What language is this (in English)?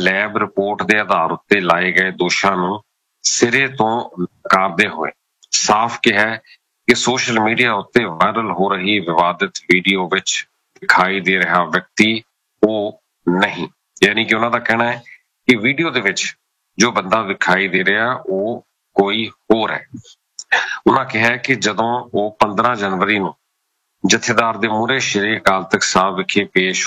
Punjabi